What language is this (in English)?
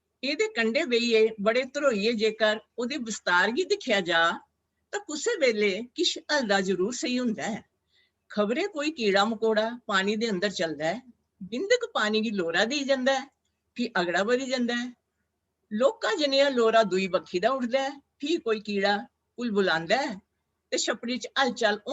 Dogri